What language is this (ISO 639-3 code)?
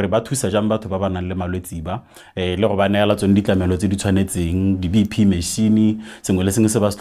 tsn